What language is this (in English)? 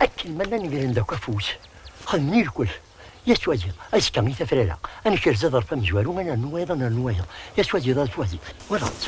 Kabyle